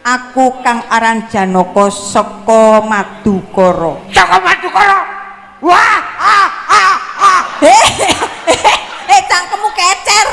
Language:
Javanese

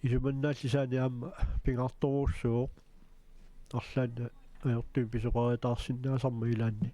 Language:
Kalaallisut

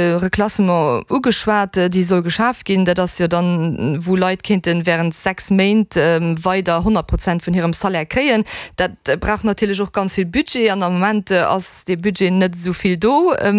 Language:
Luxembourgish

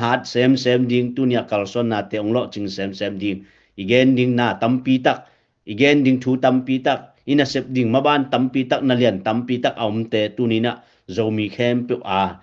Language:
Tedim Chin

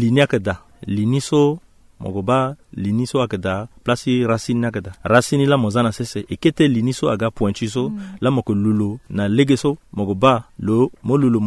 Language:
Sango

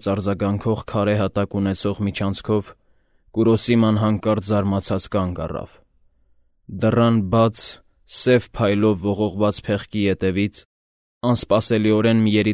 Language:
Armenian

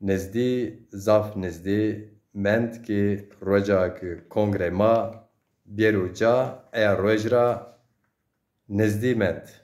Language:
Zaza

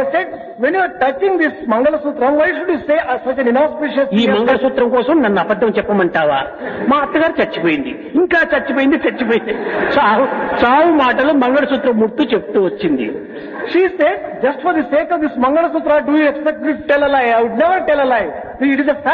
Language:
Telugu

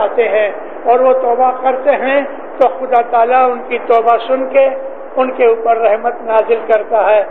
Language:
Urdu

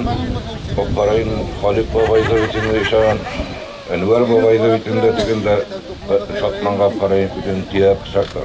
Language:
Bashkir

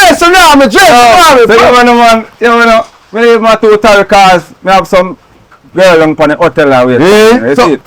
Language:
Jamaican Creole English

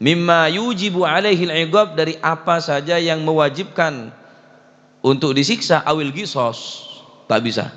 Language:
Madurese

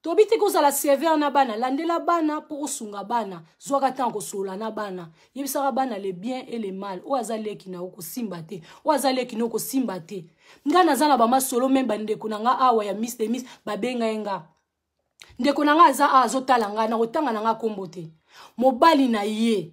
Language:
Lingala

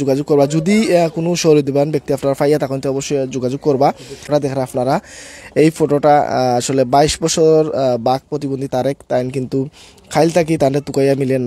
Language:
Sylheti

